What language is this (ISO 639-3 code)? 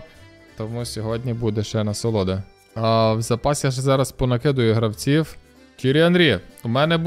ukr